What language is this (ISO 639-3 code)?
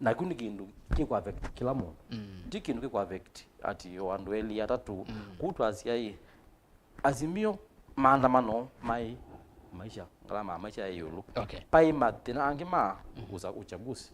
kam